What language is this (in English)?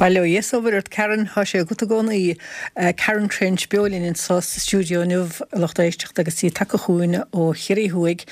Irish